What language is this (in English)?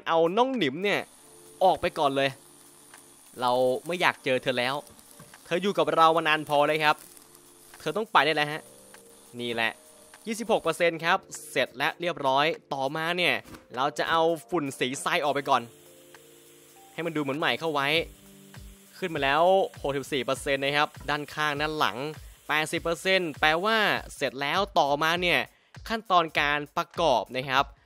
Thai